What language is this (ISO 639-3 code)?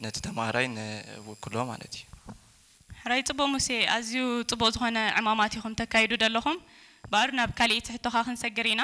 tir